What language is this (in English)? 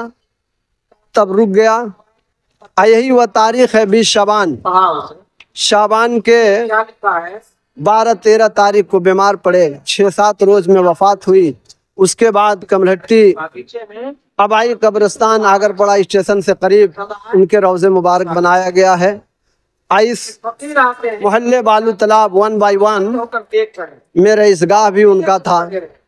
Urdu